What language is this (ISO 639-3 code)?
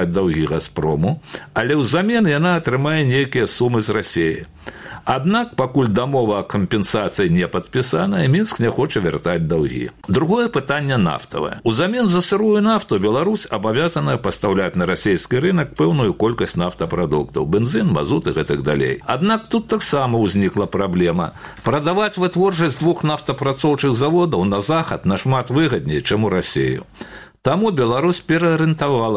bel